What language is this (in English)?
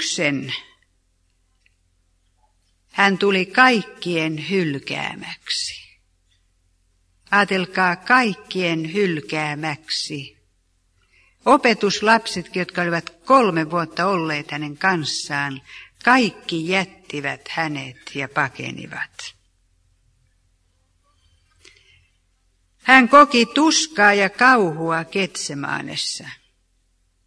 Finnish